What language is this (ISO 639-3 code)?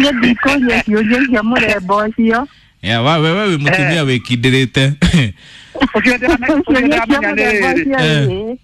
kik